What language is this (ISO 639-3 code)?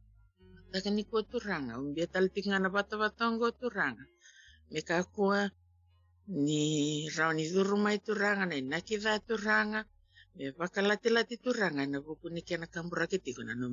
fij